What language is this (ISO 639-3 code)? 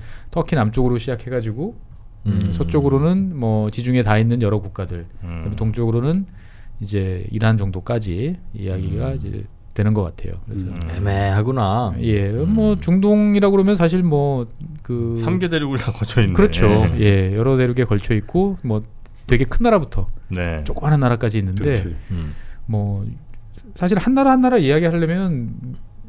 kor